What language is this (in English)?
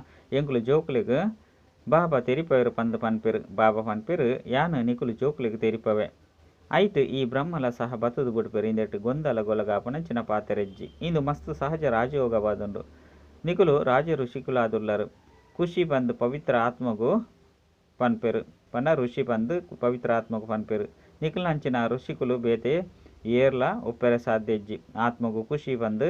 Tulu